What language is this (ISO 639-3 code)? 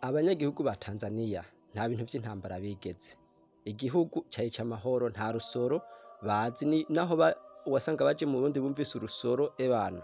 run